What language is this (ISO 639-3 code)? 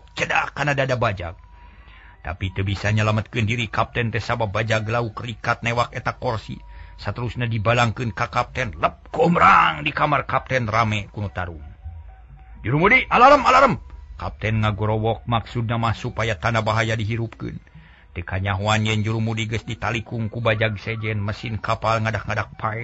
sun